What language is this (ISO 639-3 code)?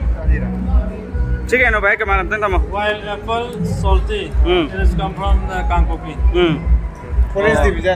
mni